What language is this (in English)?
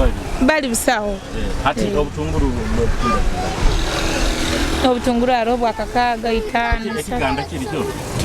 Nyoro